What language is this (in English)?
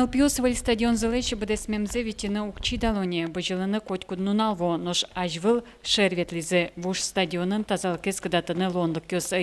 Udmurt